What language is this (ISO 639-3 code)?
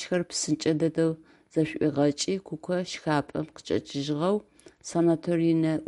ady